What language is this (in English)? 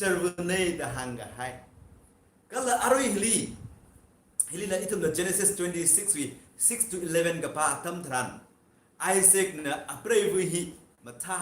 Tangkhul Naga (India)